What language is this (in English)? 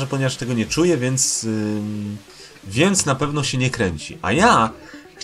Polish